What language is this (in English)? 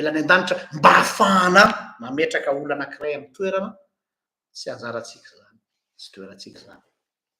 Malagasy